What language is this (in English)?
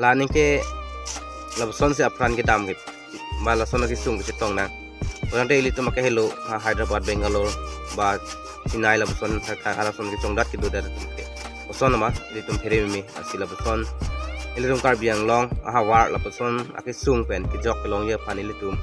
Karbi